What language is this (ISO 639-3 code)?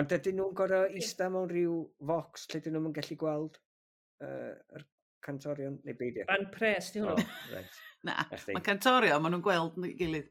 cym